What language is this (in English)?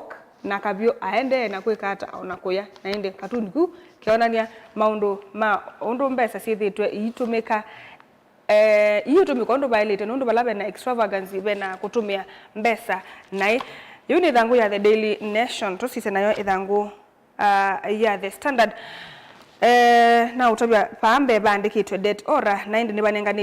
Kamba